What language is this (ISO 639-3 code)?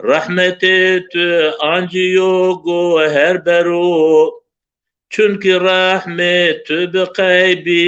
zza